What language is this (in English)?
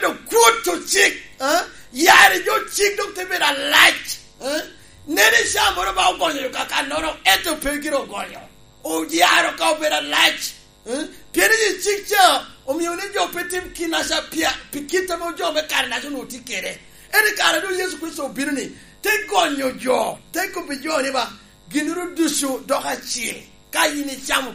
Lango (Uganda)